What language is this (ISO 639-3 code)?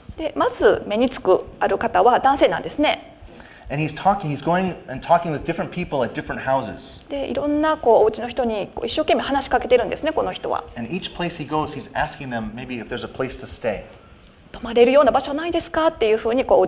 jpn